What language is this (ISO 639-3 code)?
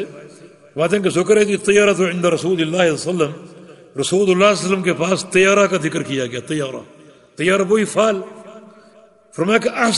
urd